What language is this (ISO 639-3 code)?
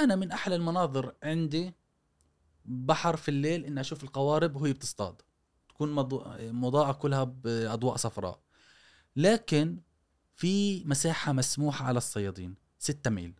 afb